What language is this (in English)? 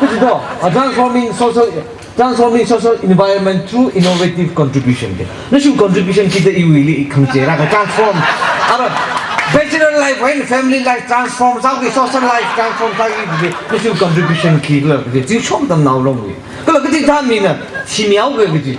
Tangkhul Naga (India)